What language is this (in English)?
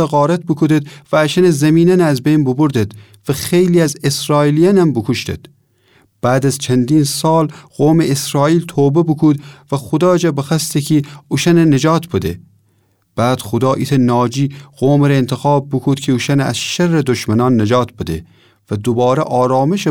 Gilaki